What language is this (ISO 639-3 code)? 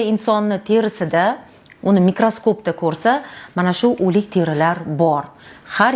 uzb